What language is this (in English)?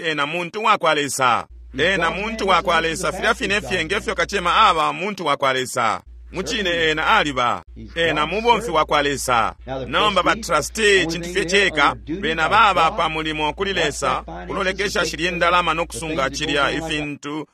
Bemba